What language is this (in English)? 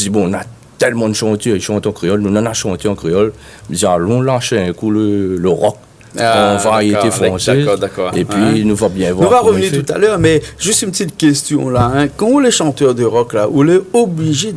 Réunion Creole French